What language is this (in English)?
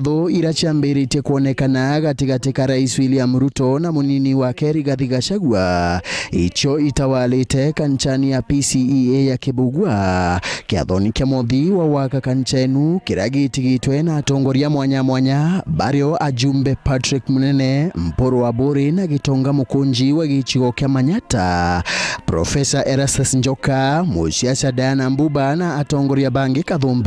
Meru